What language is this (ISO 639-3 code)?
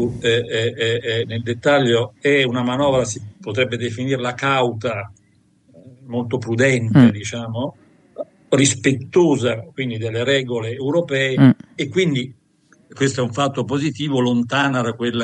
ita